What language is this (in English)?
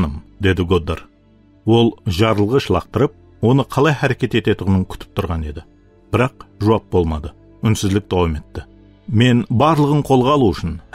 Kara-Kalpak